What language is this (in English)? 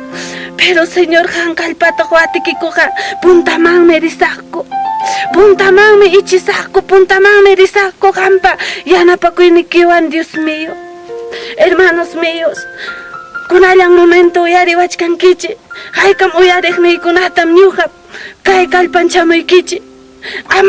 Ayacucho Quechua